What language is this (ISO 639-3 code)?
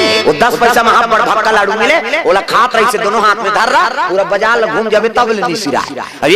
hne